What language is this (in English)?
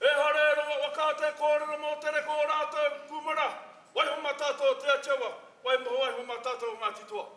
Māori